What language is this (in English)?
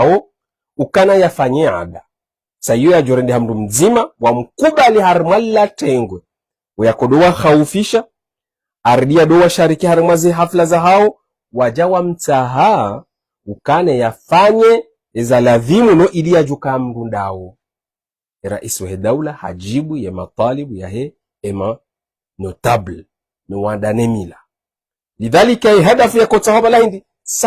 Ngazidja Comorian